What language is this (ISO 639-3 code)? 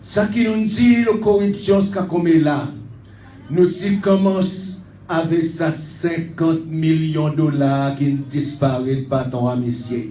crs